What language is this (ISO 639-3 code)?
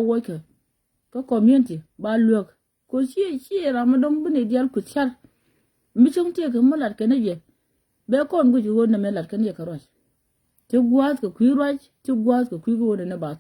nus